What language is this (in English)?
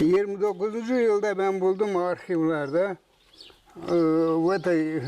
Gagauz